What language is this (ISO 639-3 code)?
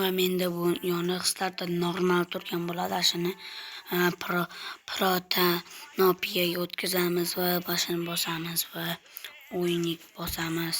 uzb